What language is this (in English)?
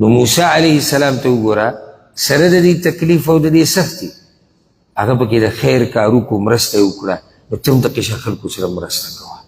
Pashto